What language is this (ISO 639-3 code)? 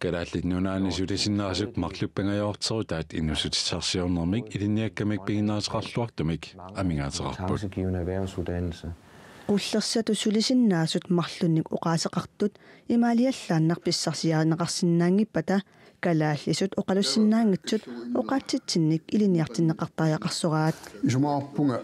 kal